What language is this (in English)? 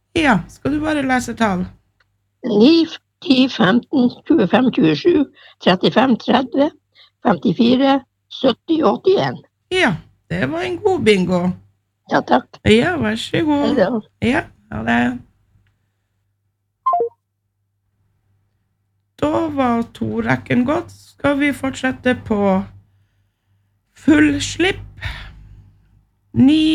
Norwegian